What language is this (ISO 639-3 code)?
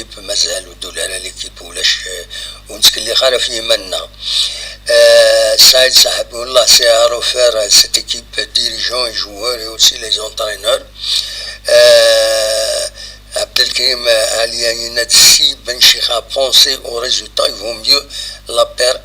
kab